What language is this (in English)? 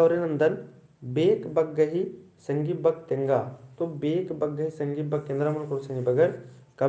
Kurukh